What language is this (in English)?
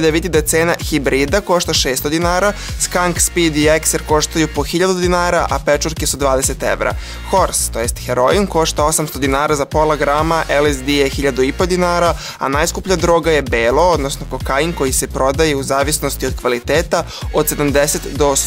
Serbian